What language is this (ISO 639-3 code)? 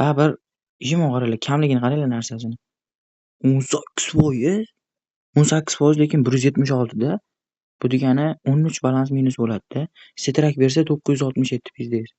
uzb